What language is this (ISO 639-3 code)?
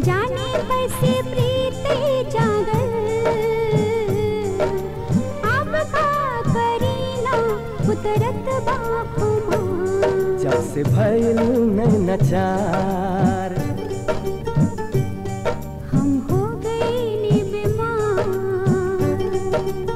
bho